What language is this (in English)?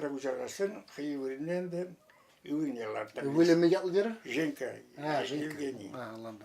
Chuvash